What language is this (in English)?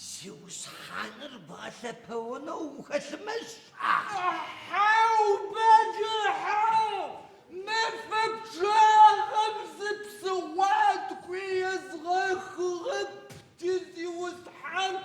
Adyghe